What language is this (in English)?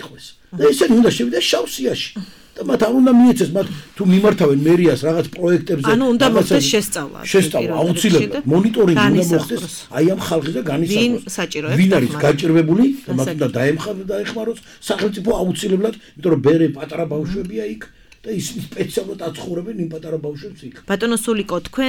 Georgian